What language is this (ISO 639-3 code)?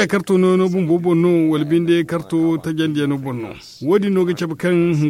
dje